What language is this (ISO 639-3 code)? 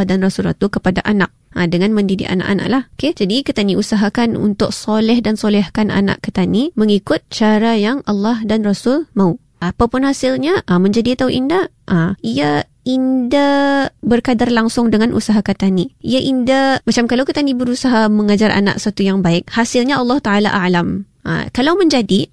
msa